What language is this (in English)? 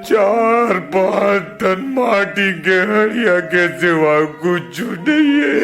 Chhattisgarhi